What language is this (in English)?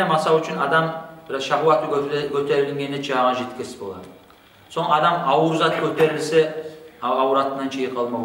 Kumyk